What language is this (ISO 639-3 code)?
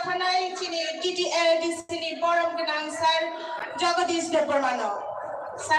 trp